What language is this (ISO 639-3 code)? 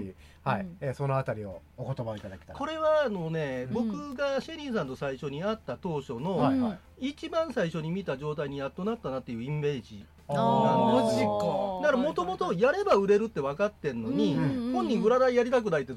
jpn